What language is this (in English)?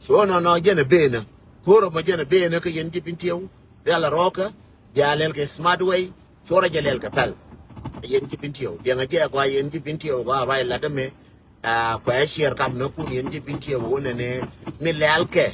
Nuer